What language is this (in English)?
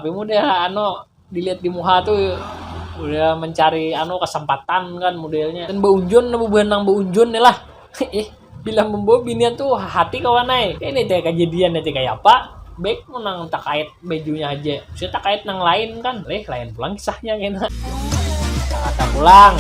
Banjar